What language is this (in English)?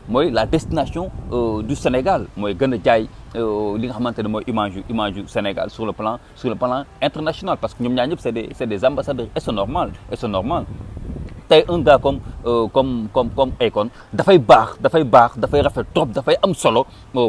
Wolof